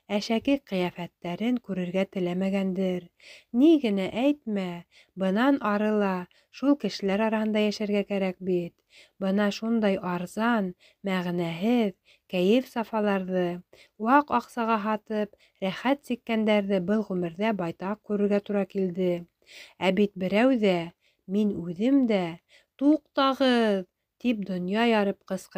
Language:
Bashkir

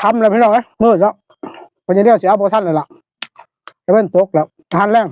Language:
Northeastern Thai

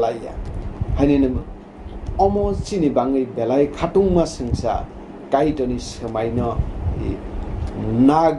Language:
Kok Borok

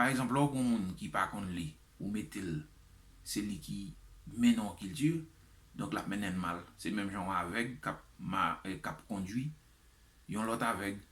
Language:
Haitian Creole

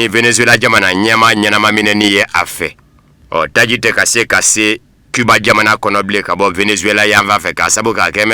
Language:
Bambara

